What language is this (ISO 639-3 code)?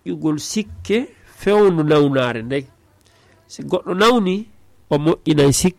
ful